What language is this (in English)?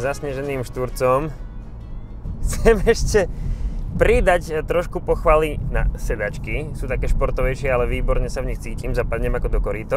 Slovak